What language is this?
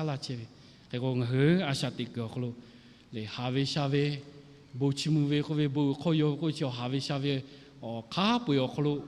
Lahu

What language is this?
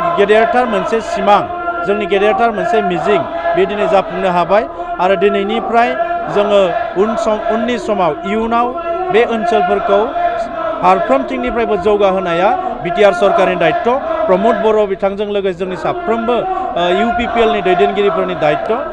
Bodo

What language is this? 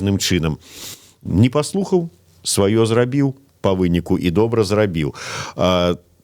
Belarusian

